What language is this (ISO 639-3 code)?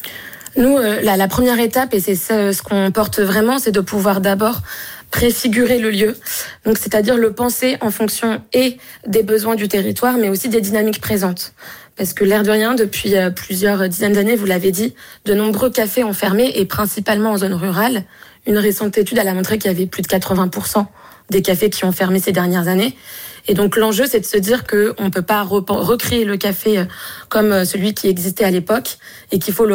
fra